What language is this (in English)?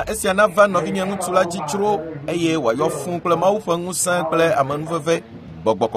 Ewe